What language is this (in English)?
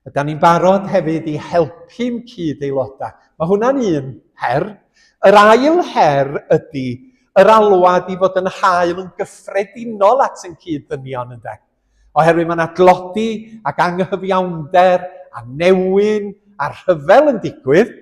Welsh